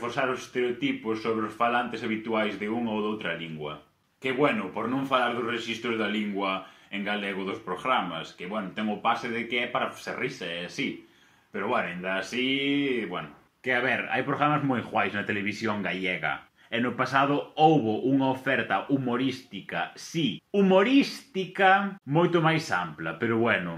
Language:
Galician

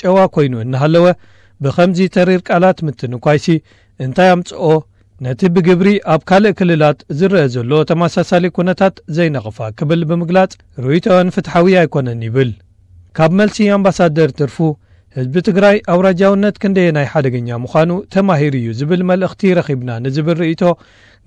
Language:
Tigrinya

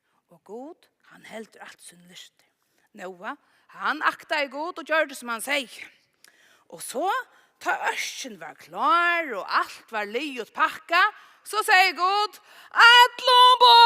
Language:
Faroese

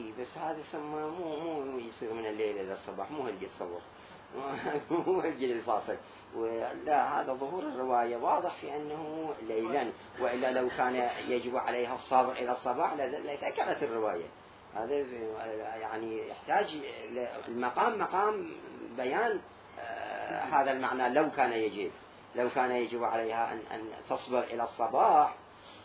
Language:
Mesopotamian Arabic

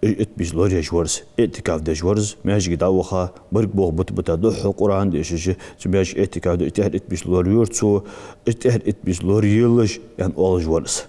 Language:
Ingush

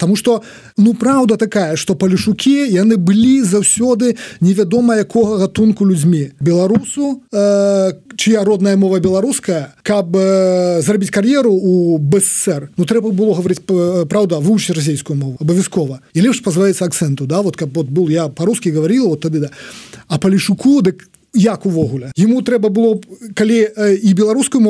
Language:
Belarusian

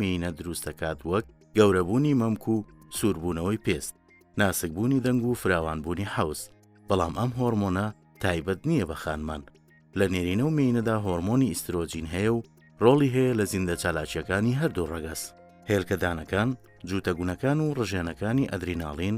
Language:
Central Kurdish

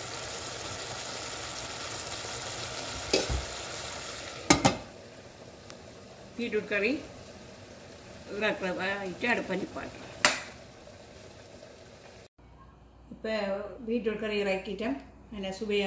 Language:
Tamil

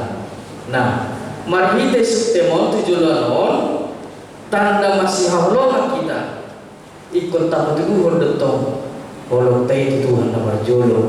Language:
Batak Toba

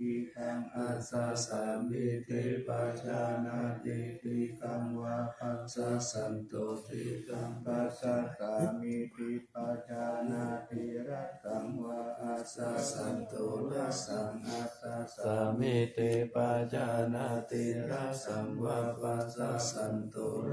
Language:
Pali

